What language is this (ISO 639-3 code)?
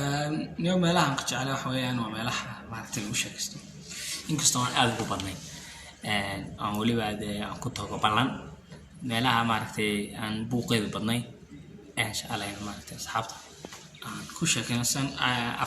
som